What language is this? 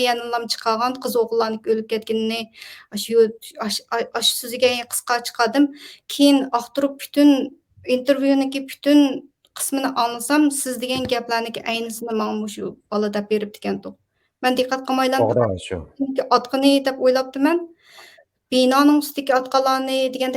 Uyghur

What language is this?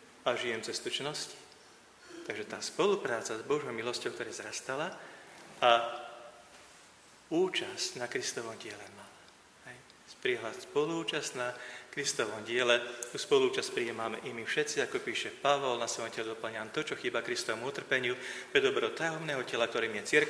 Slovak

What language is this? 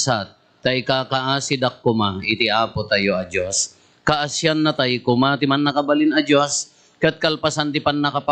Iloko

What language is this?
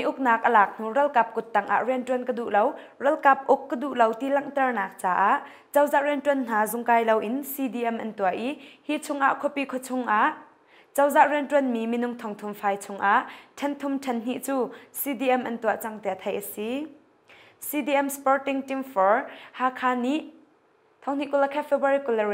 Hakha Chin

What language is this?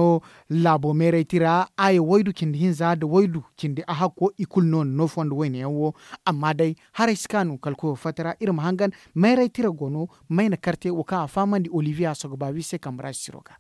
Zarma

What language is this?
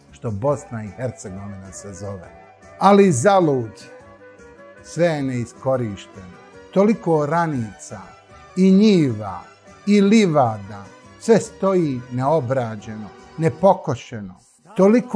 Bosnian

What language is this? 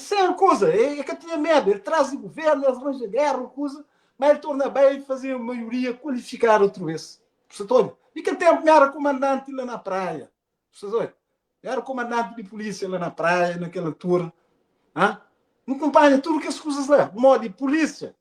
Kabuverdianu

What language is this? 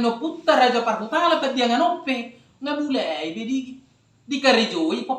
Batak Toba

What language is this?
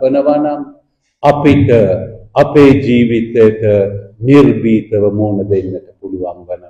Sinhala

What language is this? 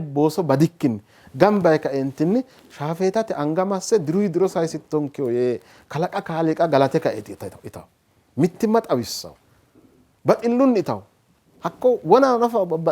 Sidamo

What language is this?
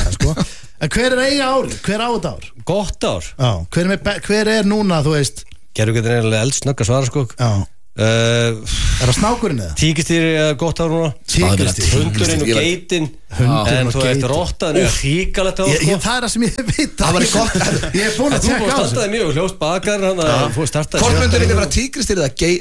Icelandic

